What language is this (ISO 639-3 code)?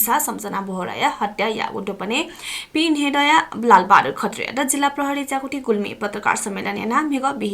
new